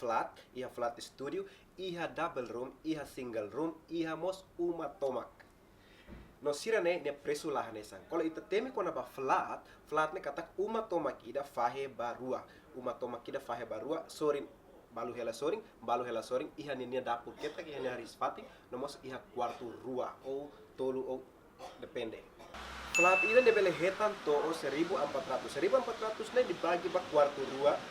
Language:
Tetum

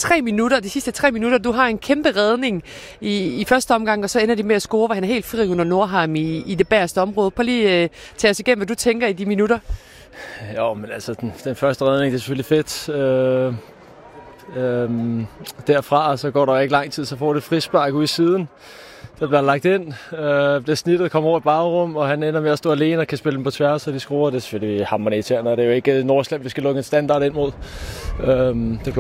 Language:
Danish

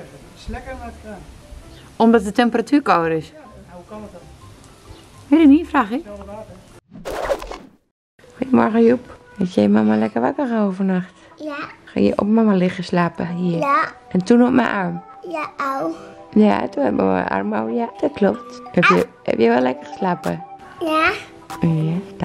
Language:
Dutch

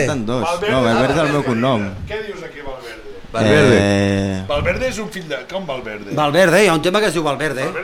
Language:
Catalan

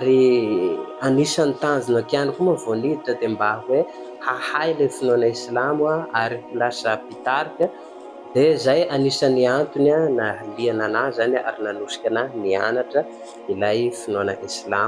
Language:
Malagasy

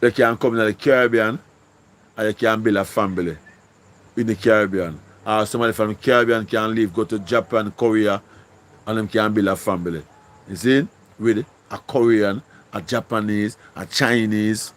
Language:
Jamaican Creole English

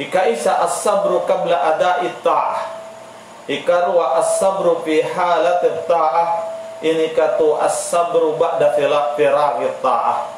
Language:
Tausug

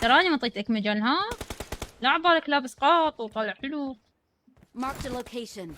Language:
Mesopotamian Arabic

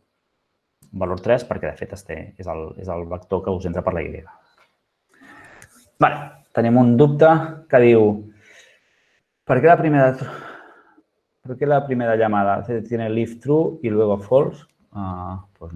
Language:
Catalan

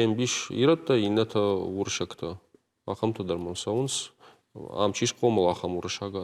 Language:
Ossetic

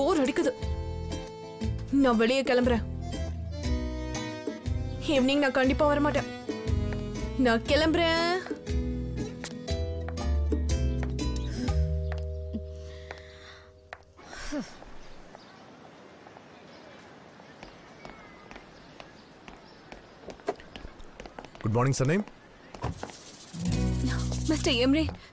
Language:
Tamil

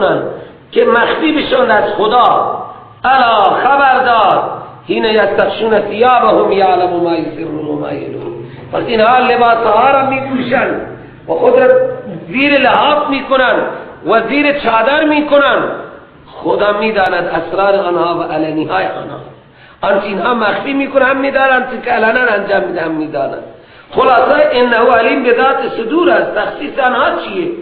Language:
Persian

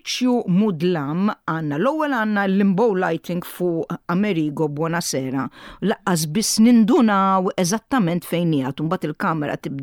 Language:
Maltese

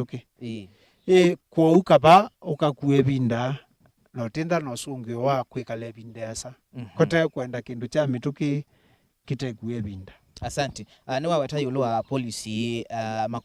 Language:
Kamba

